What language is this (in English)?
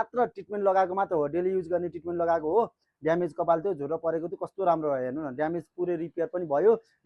Nepali